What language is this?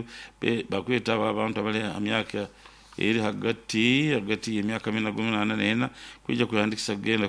Nyoro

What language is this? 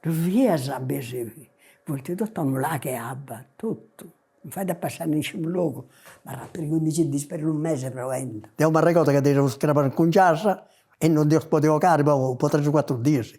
Sardinian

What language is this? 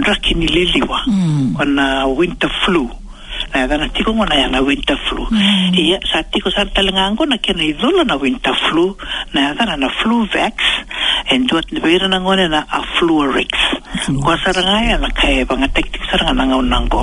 Fijian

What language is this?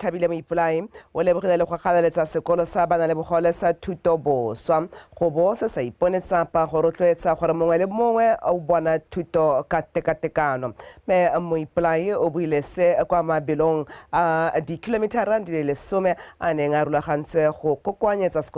Tswana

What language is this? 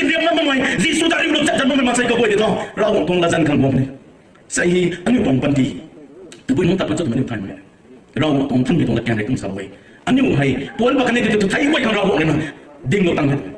Rongmei Naga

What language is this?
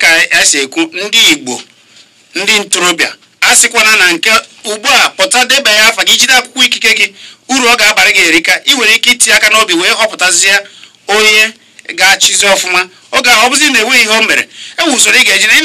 Igbo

